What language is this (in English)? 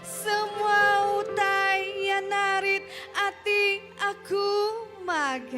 Iban